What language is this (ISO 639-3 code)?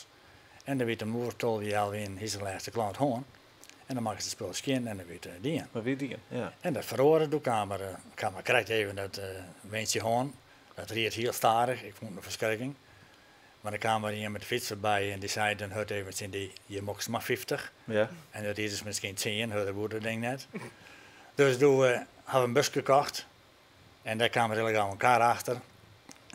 fry